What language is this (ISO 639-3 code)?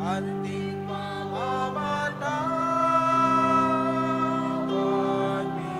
pam